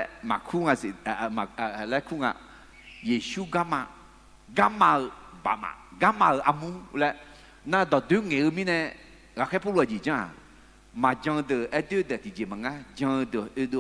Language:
Akha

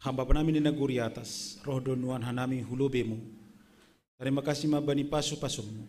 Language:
Batak Simalungun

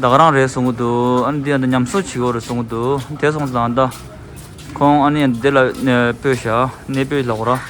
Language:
Tibetan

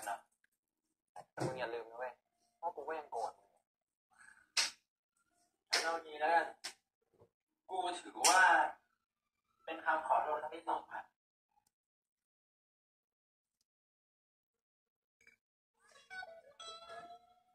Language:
Thai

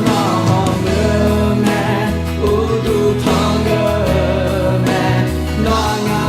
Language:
Akha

